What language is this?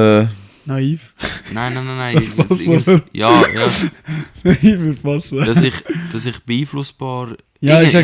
Swiss German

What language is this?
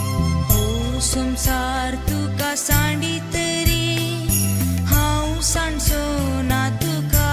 Konkani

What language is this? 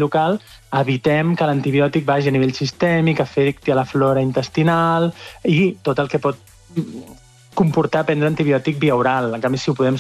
Catalan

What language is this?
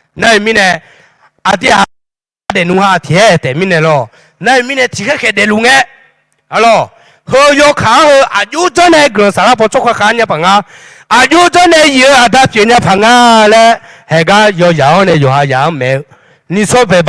Akha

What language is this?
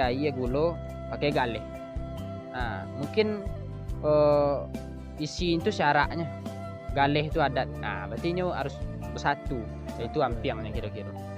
Minangkabau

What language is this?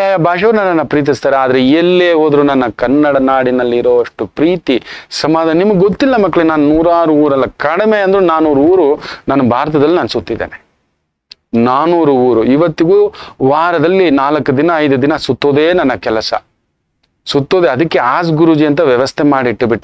Kannada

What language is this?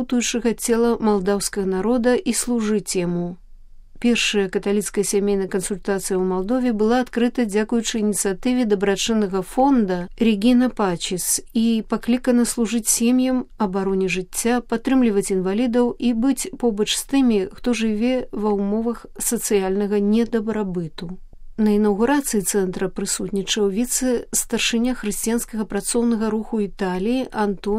Belarusian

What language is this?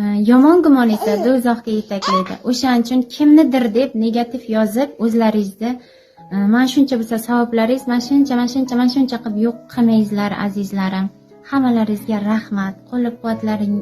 Uzbek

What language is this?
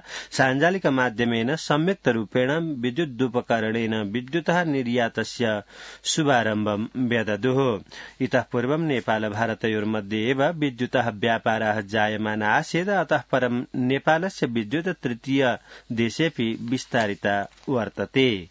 Sanskrit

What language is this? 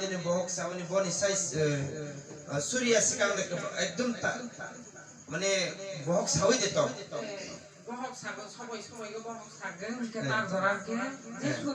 Kok Borok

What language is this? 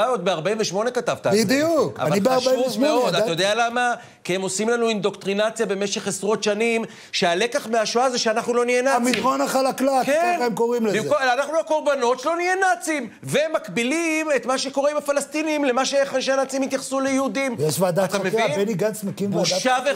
Hebrew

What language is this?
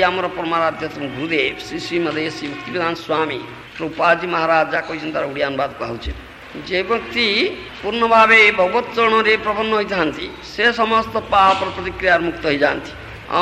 Odia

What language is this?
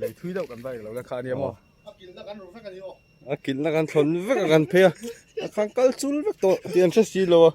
Mizo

